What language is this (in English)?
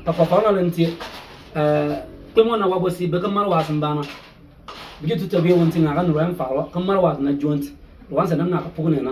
Bimoba